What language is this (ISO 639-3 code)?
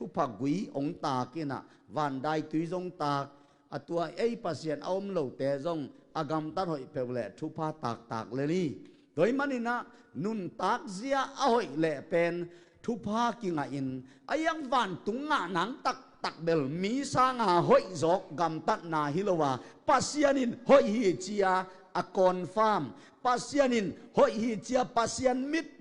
ctd